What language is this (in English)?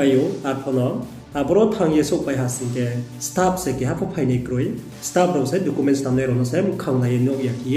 Riang (India)